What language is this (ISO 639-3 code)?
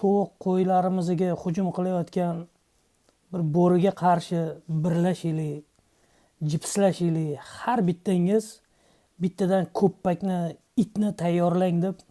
uzb